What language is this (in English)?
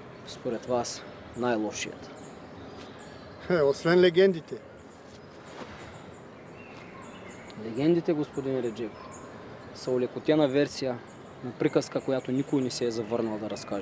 Bulgarian